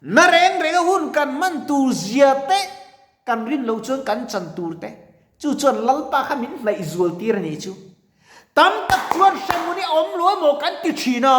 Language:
Mizo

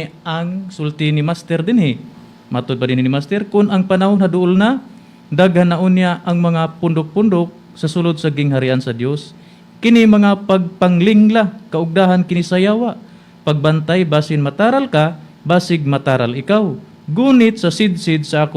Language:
Cebuano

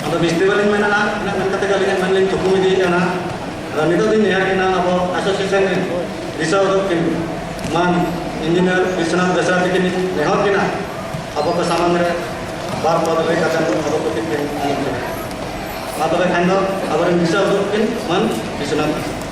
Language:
Santali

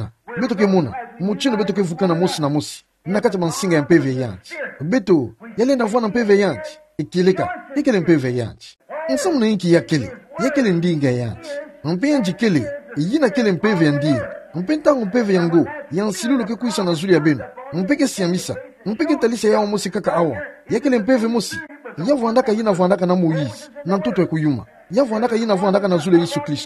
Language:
Kituba (Democratic Republic of Congo)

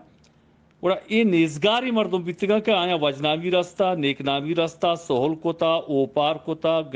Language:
Eastern Balochi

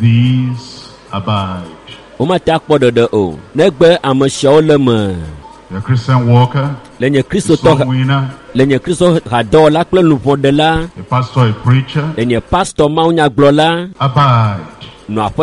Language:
Ewe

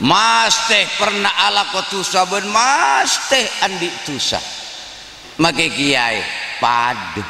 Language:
Madurese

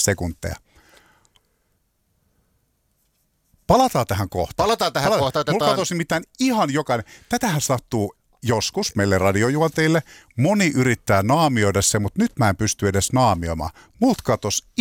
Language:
Finnish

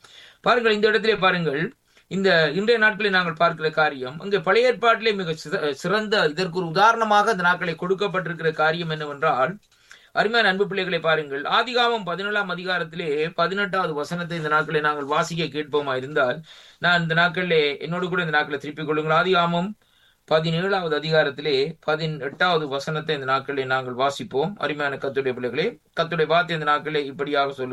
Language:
Tamil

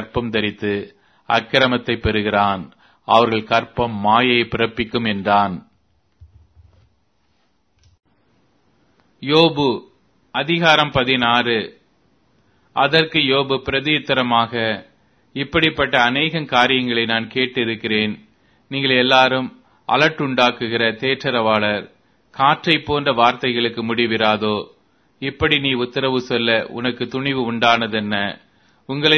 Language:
Tamil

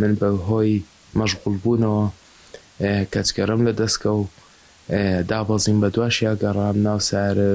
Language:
Central Kurdish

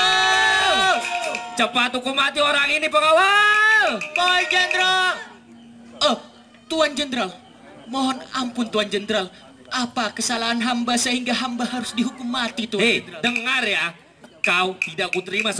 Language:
Indonesian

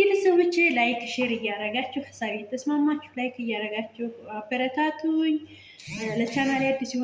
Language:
Amharic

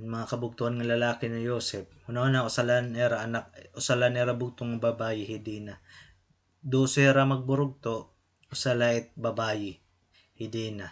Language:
Waray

